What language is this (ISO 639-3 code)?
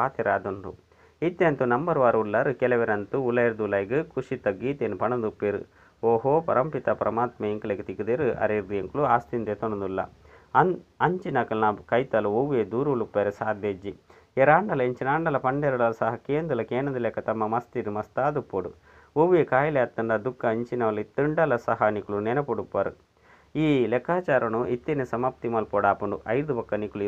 tcy